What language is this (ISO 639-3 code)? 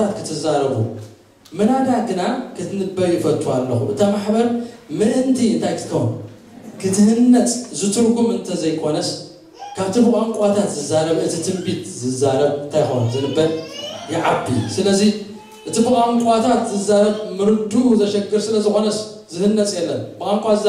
tir